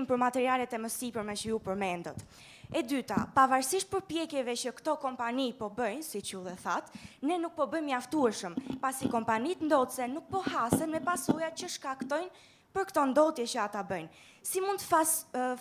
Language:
Albanian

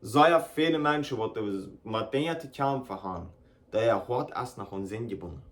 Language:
Plautdietsch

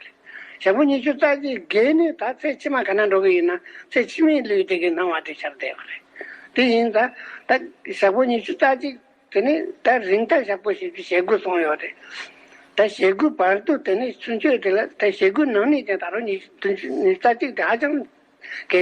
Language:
Tibetan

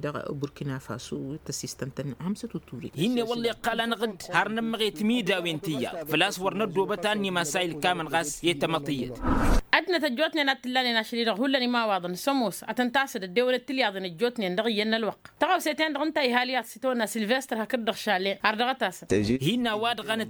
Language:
Tamasheq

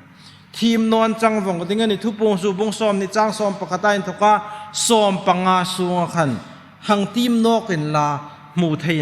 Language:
Hmar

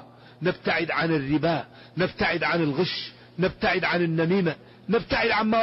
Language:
Arabic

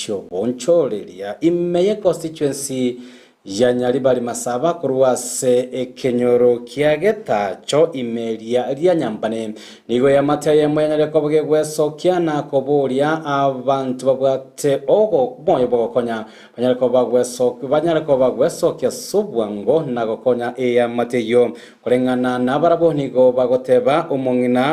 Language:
Gusii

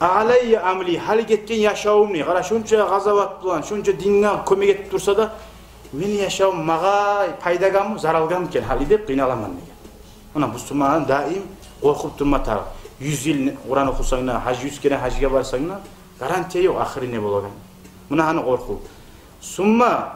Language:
Kumyk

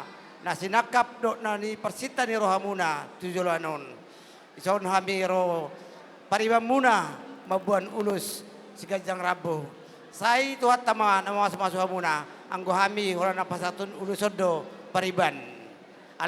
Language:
Batak Toba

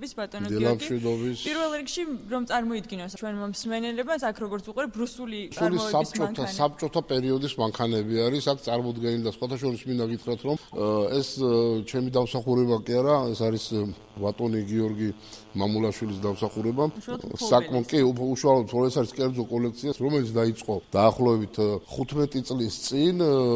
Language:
Georgian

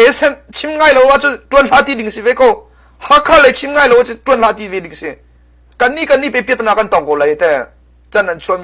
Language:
Hakha Chin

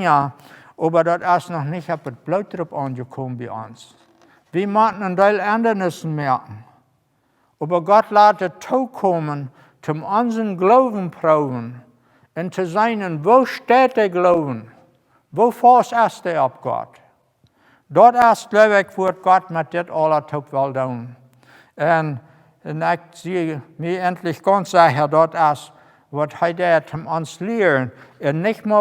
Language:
Plautdietsch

